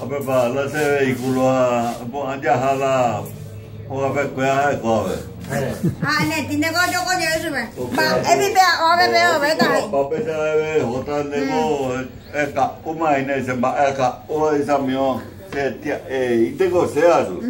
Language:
Guarani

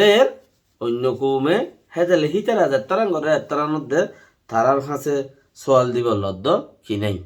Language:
Rohingya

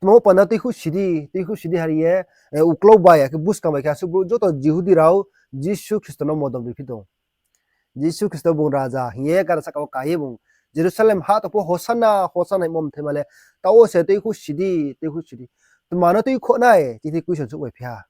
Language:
Riang (India)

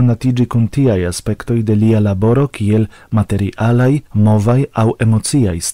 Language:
Esperanto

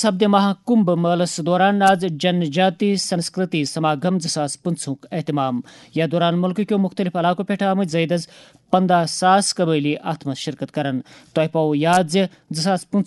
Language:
Kashmiri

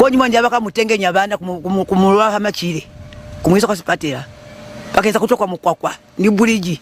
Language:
Lozi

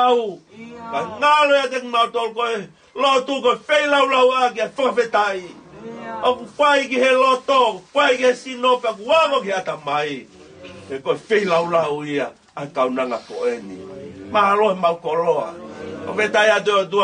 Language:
Tongan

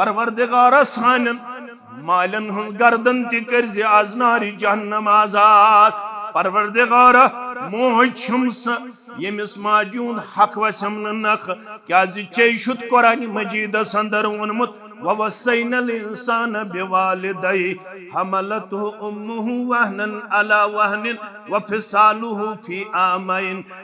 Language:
Kashmiri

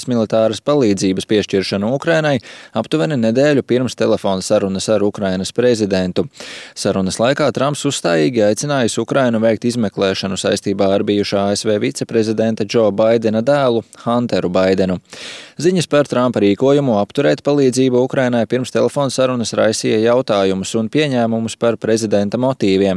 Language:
Latvian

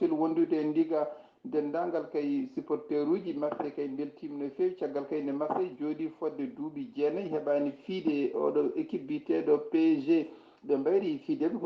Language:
Fula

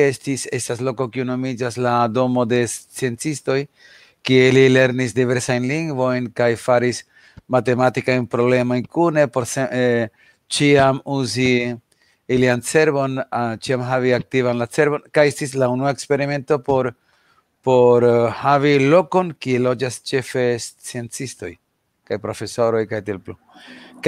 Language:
Esperanto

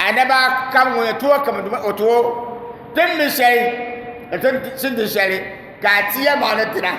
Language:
Dagbani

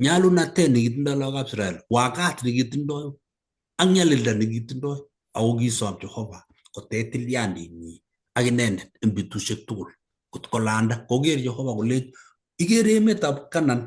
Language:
Kalenjin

